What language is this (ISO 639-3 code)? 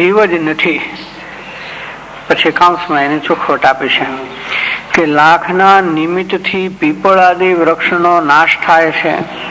guj